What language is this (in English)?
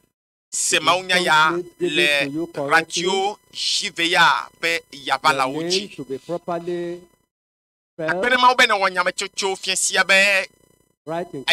Ewe